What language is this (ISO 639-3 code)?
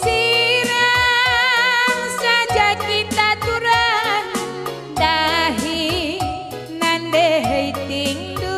btx